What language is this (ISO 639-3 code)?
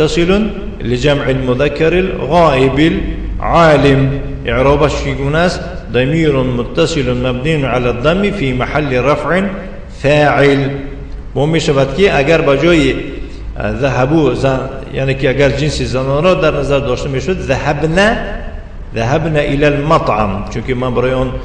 tgk